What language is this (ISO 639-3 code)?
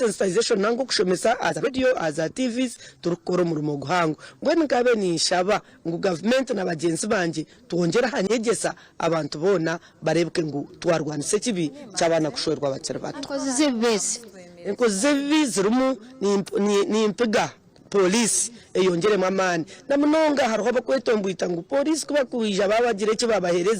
nyn